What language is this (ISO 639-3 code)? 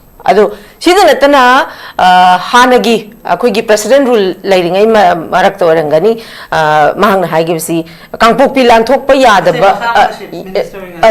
mni